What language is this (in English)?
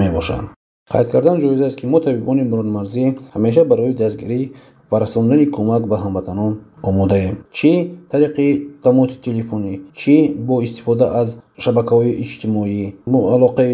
Tajik